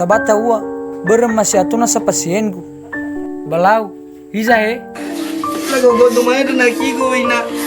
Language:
Nias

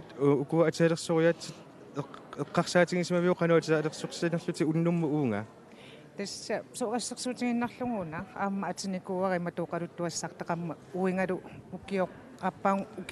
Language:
Kalaallisut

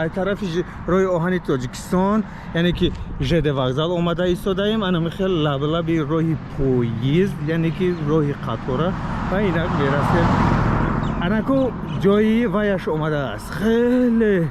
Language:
Tajik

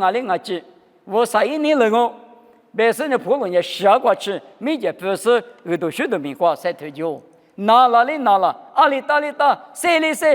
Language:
Lisu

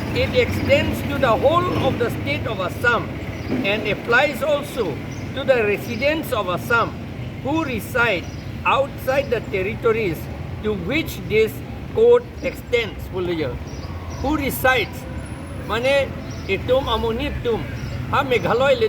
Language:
Karbi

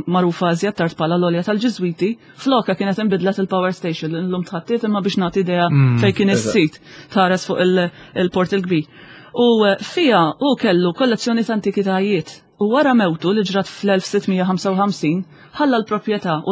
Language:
Maltese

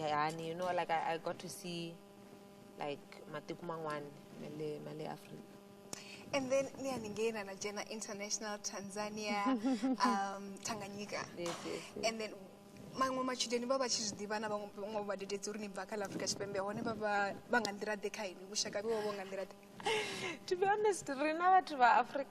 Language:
Venda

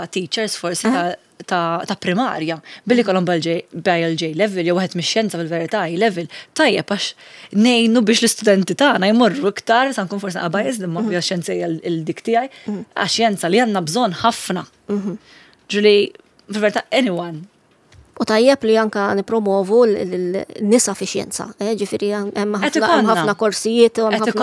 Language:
Maltese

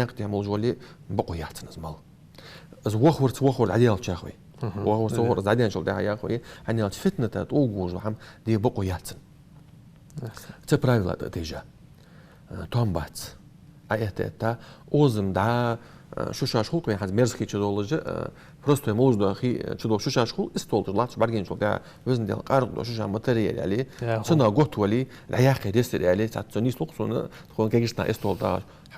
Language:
Ingush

